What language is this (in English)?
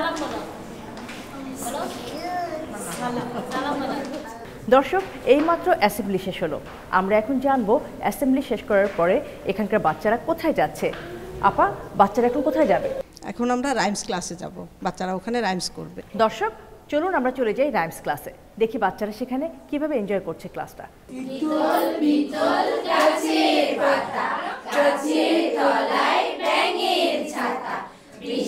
Bangla